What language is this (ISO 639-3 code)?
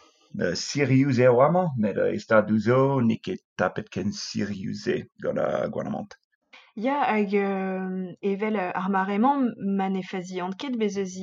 bre